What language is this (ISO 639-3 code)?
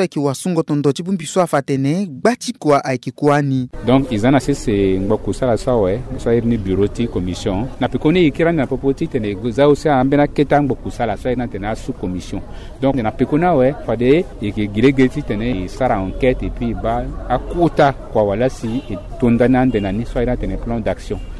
sag